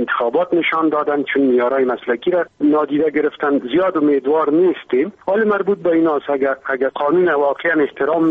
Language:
Persian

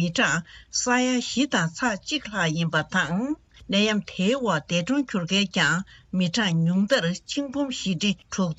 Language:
Tibetan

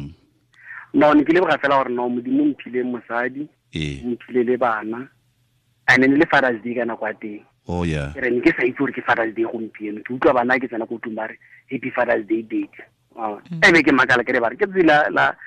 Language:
Tswana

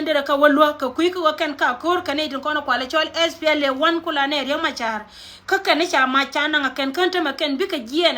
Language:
Nuer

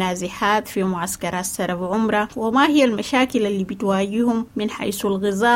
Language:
Sudanese Arabic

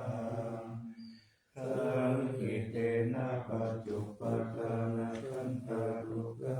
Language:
Pali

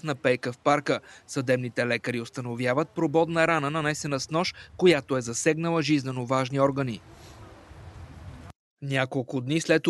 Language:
Bulgarian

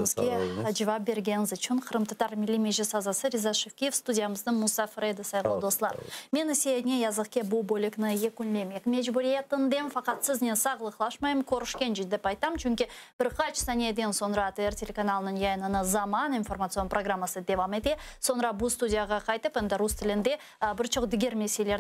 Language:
Crimean Tatar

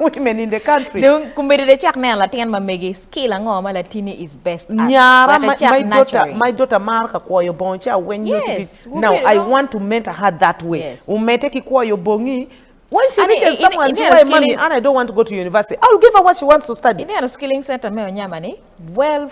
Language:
Acoli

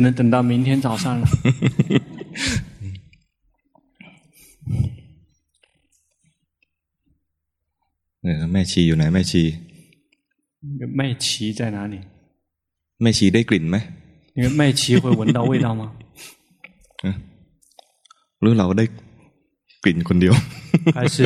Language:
Thai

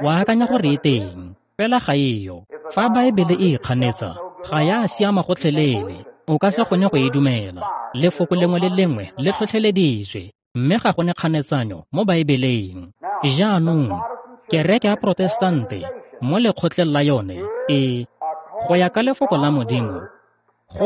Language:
Tswana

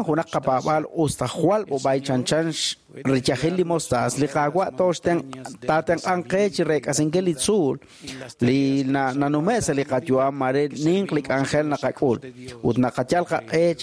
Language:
Kekchí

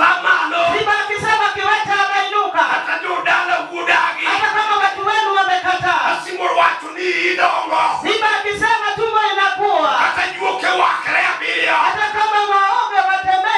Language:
Luo (Kenya and Tanzania)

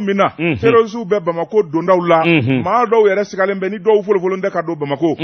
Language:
Bambara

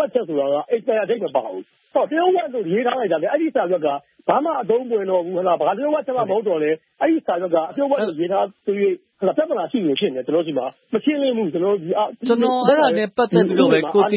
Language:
Burmese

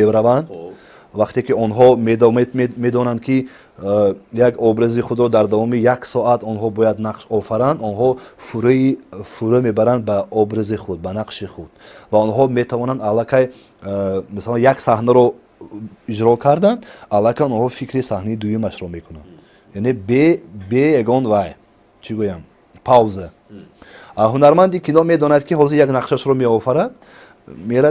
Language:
Tajik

